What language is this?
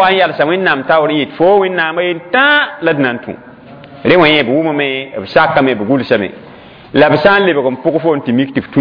Mossi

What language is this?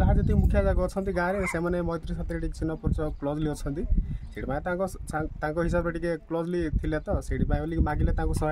Odia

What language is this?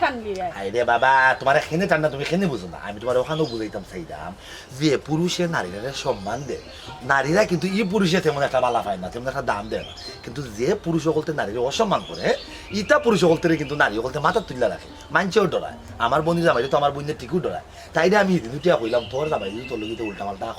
Sylheti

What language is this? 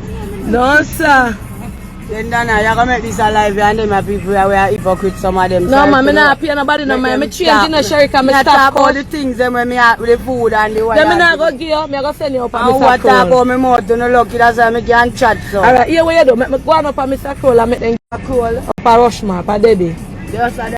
Jamaican Creole English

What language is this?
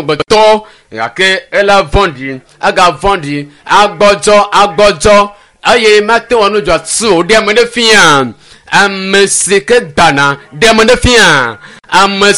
Ewe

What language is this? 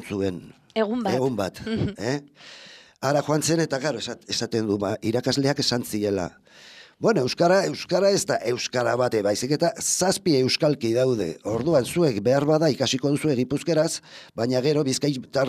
Basque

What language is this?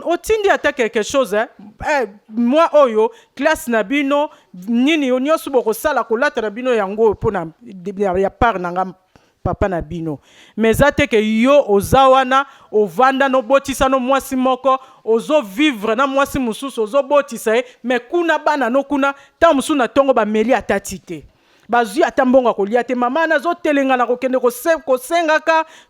Lingala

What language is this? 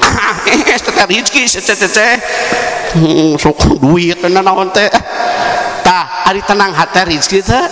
Sundanese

